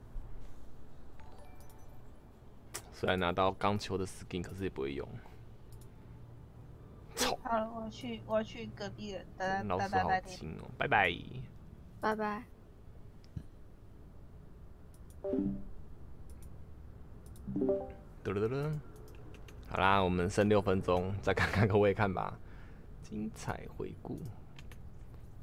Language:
Chinese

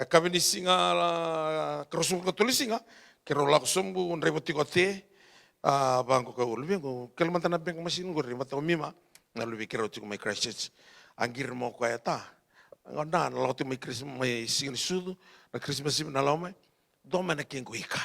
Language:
Fijian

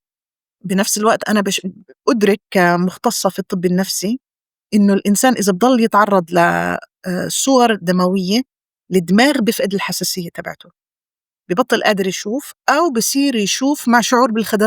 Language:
North Levantine Arabic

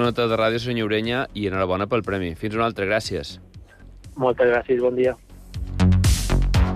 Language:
Catalan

